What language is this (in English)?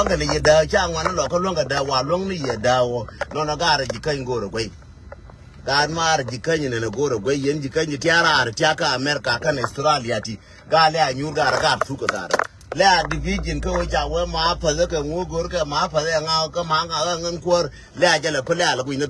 Nuer